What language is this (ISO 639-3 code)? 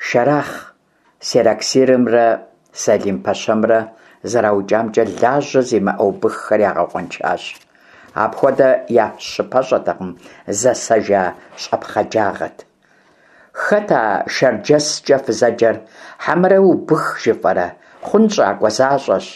kbd